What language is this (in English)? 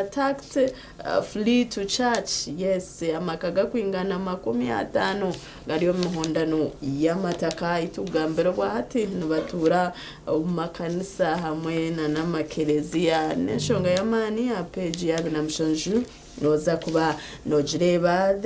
Nyankole